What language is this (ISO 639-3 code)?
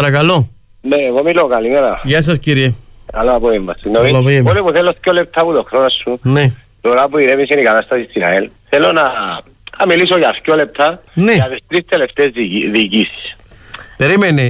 ell